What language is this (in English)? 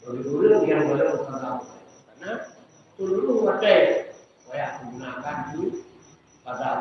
Achinese